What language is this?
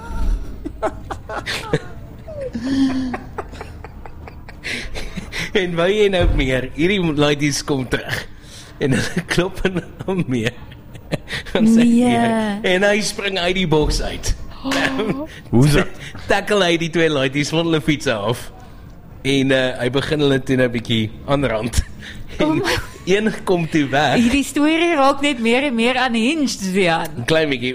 Afrikaans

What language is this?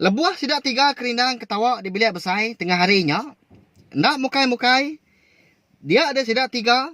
Iban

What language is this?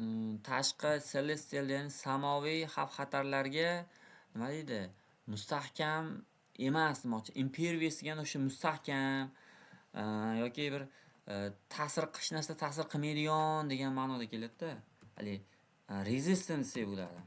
Uzbek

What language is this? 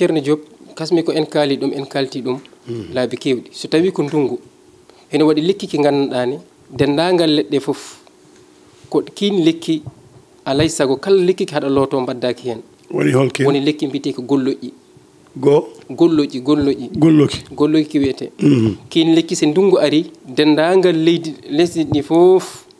Fula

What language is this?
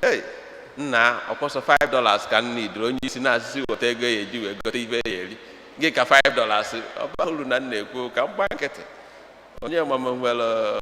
Igbo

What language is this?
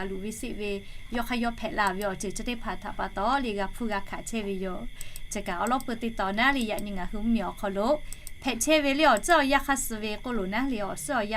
Lahu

